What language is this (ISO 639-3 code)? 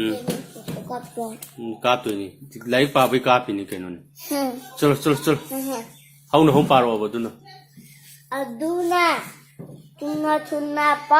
mni